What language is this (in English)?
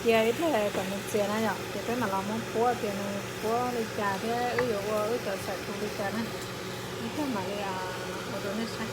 Hmong